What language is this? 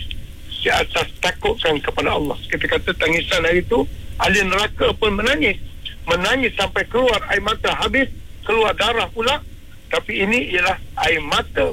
Malay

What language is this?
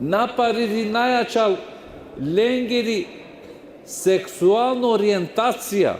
Balkan Romani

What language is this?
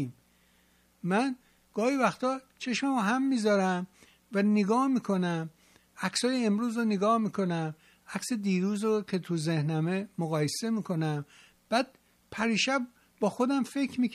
Persian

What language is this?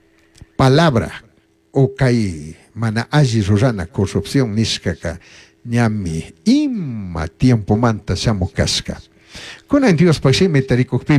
Chimborazo Highland Quichua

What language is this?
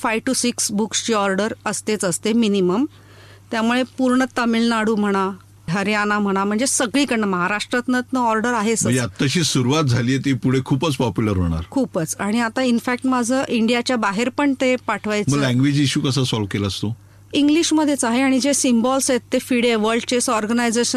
Marathi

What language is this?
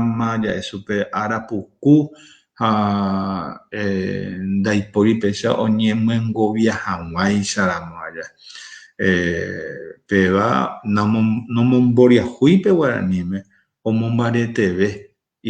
Guarani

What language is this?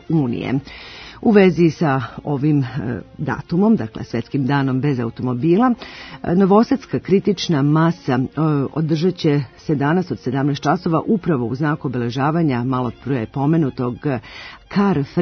Serbian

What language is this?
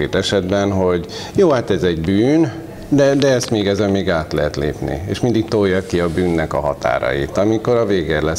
Hungarian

